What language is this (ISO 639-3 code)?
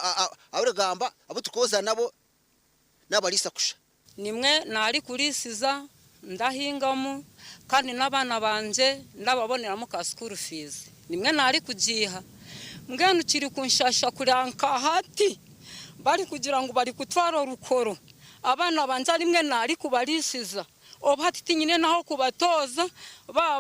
nyn